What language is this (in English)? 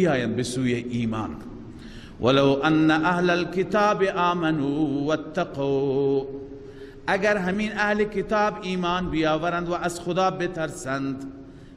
Persian